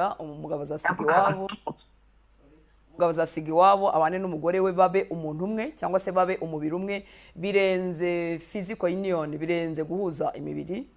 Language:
Kinyarwanda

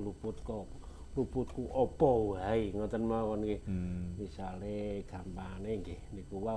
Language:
Javanese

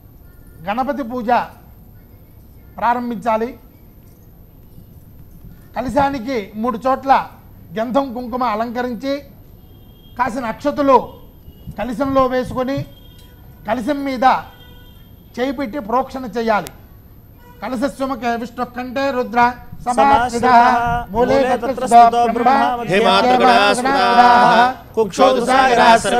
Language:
Telugu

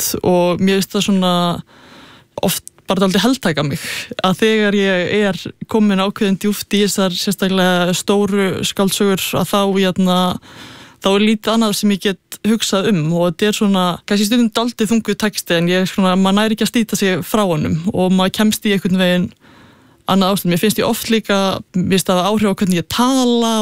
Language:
Icelandic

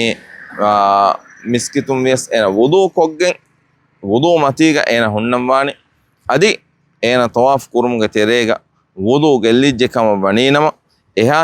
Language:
Divehi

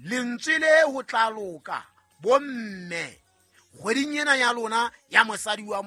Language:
Southern Sotho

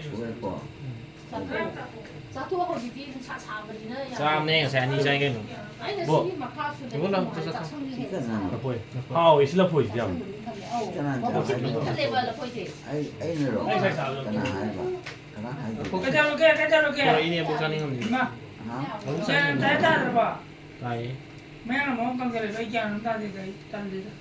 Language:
Manipuri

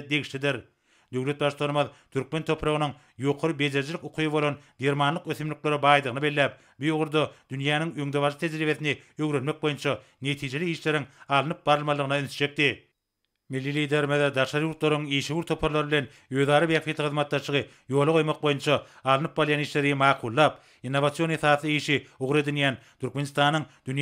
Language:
Turkmen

